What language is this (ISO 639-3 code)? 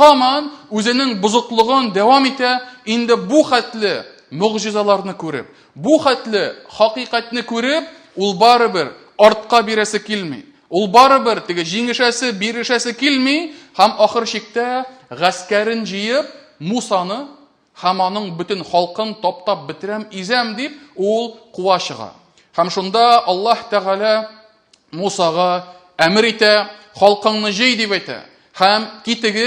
tat